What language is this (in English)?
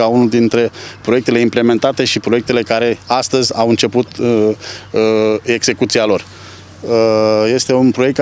Romanian